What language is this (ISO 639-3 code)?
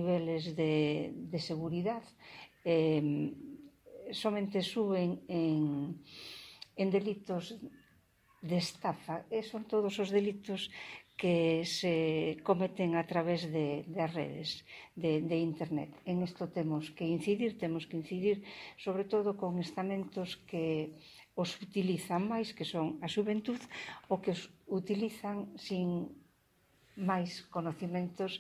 glg